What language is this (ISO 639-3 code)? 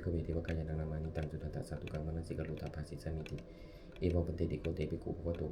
pli